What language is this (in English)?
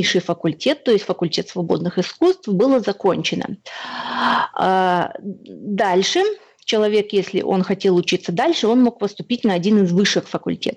Russian